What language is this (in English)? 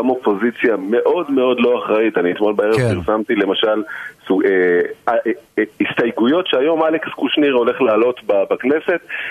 Hebrew